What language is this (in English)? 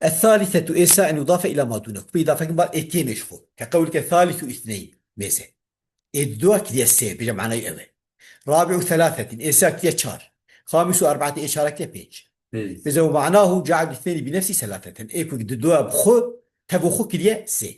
Kurdish